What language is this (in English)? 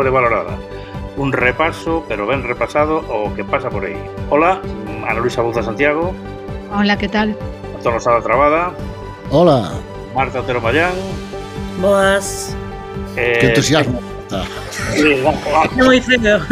Galician